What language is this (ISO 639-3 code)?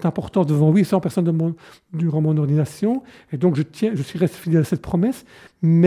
fra